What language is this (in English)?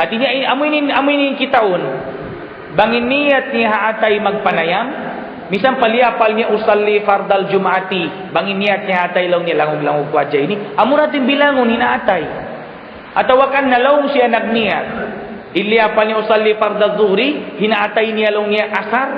Tausug